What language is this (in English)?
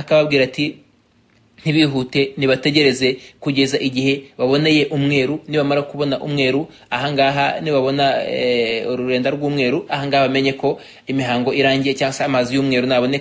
Kinyarwanda